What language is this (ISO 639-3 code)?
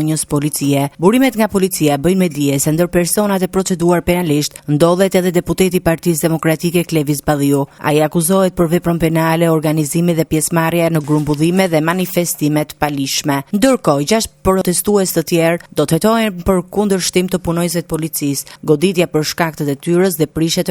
sqi